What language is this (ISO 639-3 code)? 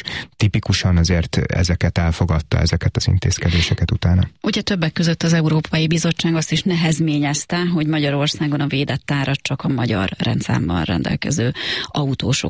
hun